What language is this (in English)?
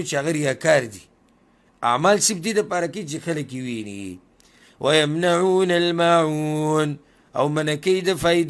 Pashto